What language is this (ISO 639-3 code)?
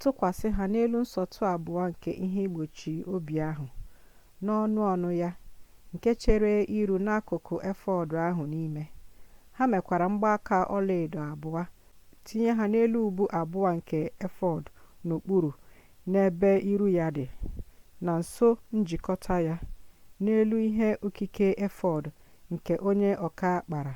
ibo